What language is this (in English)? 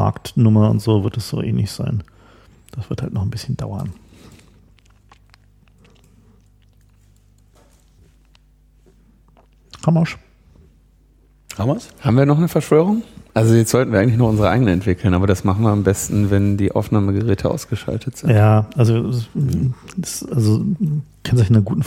German